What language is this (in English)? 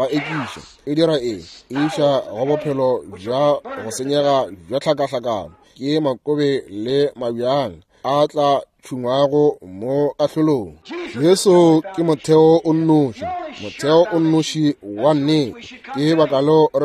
Northern Sotho